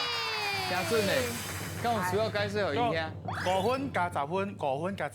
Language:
Min Nan Chinese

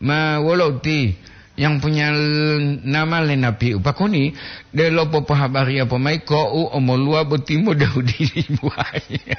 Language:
Gorontalo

